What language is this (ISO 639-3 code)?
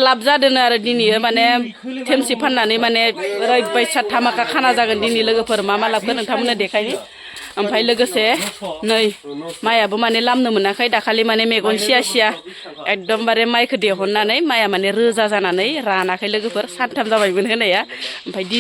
brx